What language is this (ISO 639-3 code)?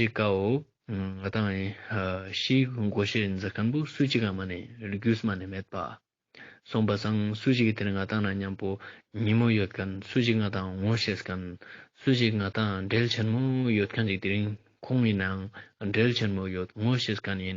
lbj